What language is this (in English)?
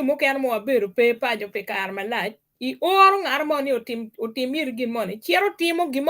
Acoli